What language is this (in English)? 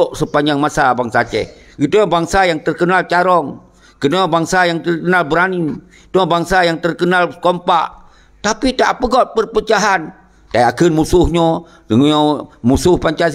Achinese